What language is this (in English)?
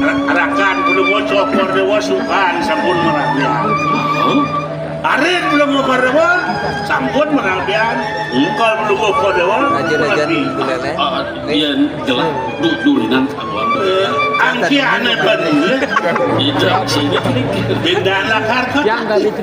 Balinese